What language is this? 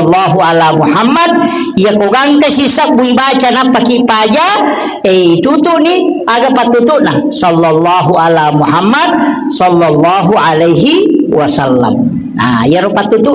Buginese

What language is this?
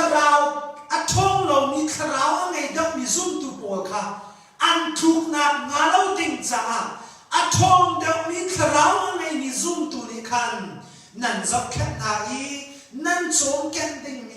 Hakha Chin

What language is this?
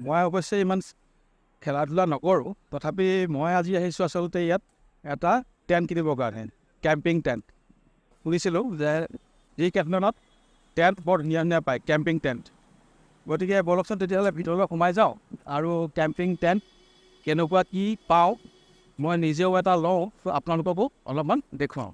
Assamese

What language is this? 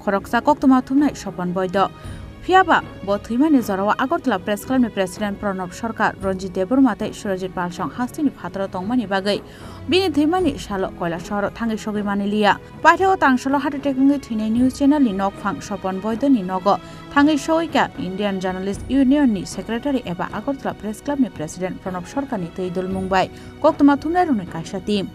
Kok Borok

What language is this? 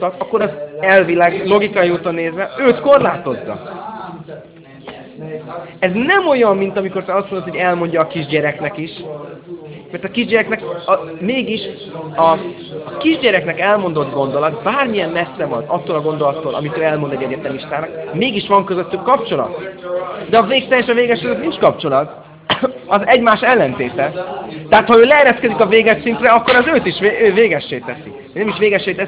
Hungarian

